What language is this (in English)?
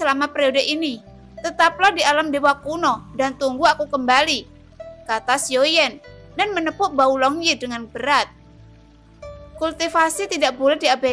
Indonesian